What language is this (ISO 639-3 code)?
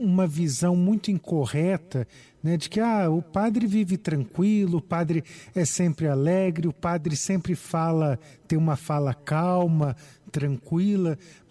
por